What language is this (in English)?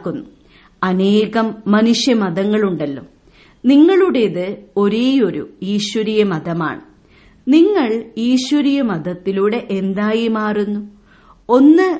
Malayalam